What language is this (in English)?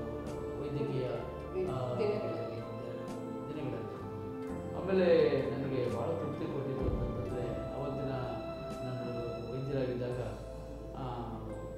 Kannada